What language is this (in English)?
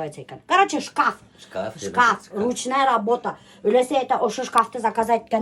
Bashkir